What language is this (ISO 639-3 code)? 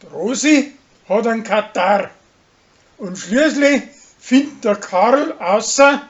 bar